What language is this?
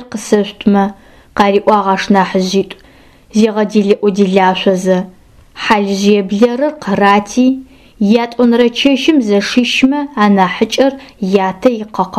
Adyghe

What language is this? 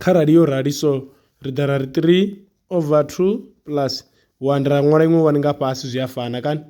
Venda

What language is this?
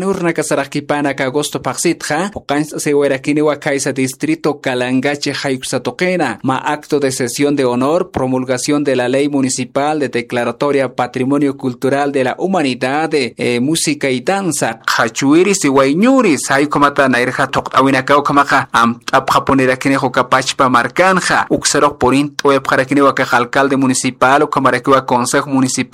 Aymara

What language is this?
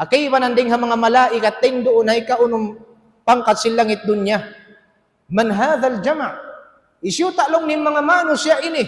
Tausug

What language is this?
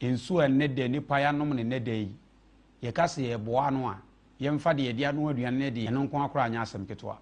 Akan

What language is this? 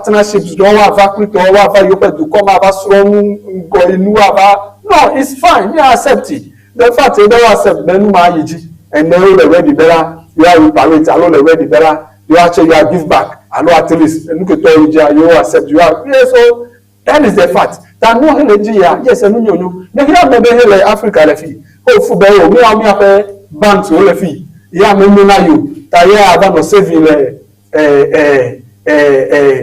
Ewe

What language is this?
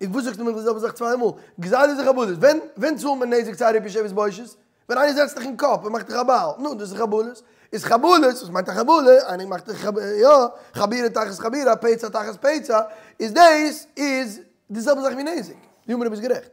Yiddish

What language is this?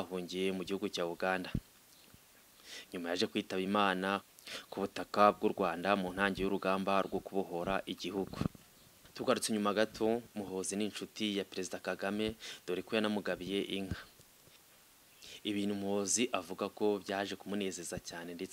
Kinyarwanda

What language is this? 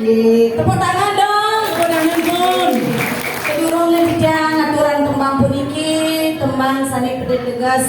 Balinese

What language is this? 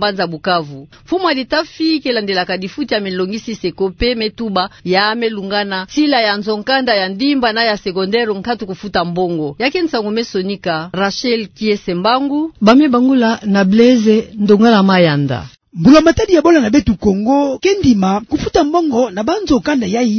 Kituba (Democratic Republic of Congo)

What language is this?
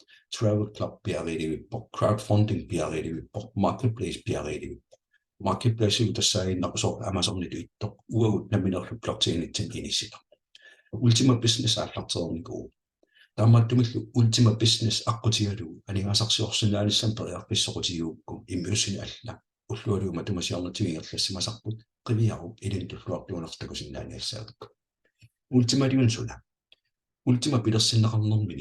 Kalaallisut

